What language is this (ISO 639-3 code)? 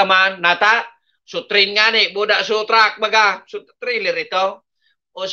bik